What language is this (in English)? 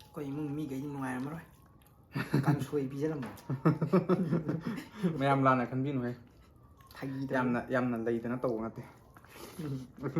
Manipuri